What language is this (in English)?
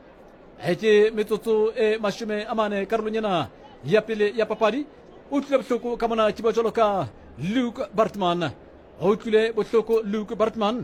Southern Sotho